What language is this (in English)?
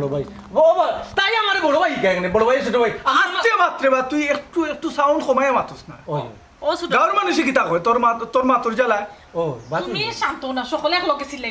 Sylheti